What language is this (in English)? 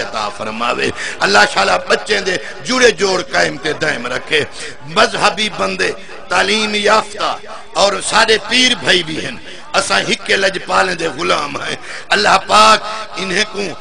Saraiki